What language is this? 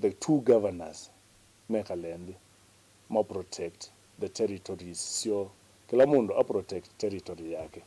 Kamba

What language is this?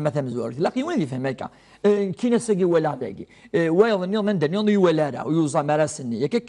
Kabyle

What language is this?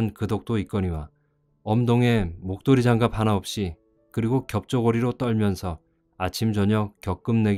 Korean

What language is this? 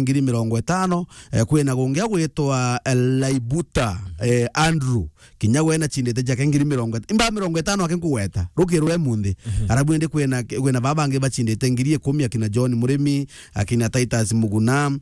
Meru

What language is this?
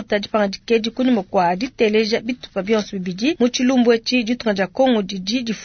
Luba-Lulua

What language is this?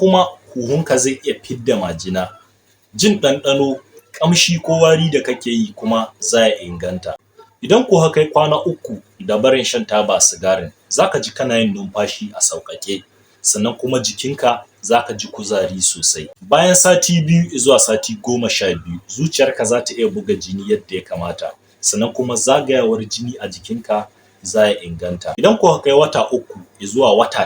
Hausa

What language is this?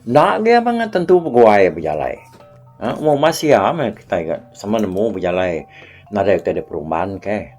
Iban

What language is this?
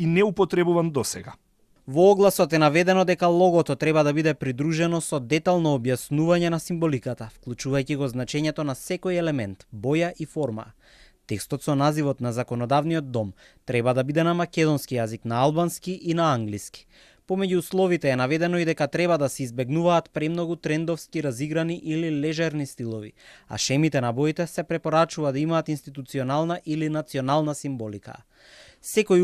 Macedonian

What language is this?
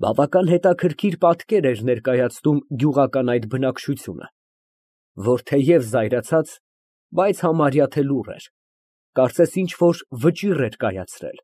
Armenian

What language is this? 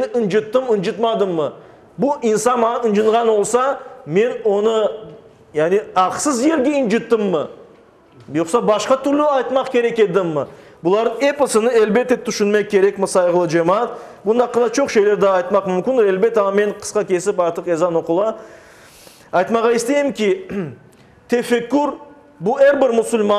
Crimean Tatar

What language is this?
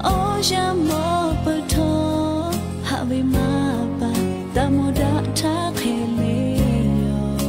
Lahu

